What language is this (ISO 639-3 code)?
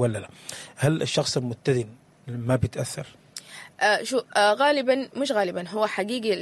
apd